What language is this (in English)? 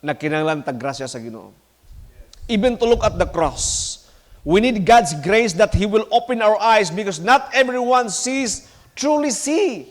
Cebuano